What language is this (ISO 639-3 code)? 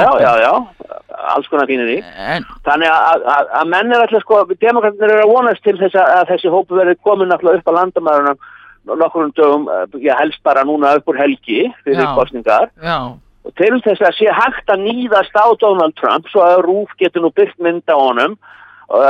isl